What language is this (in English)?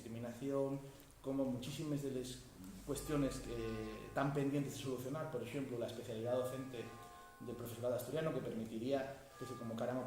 Asturian